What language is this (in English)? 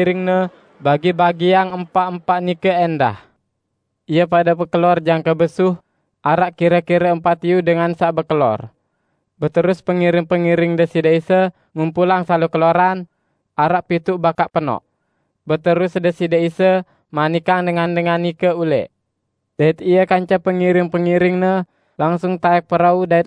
Sasak